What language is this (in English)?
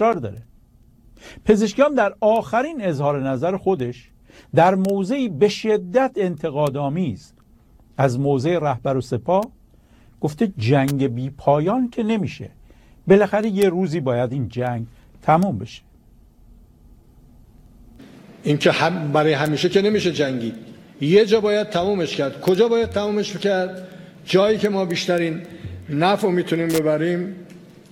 Persian